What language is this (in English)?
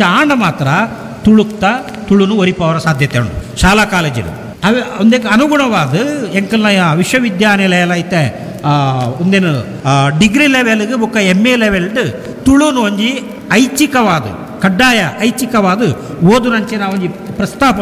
Tulu